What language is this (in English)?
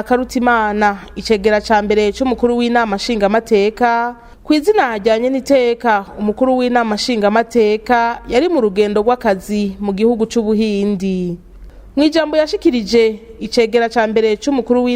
Rundi